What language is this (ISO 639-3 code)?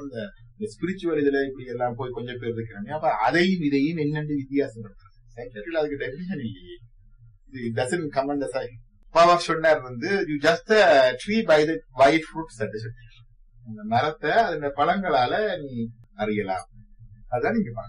tam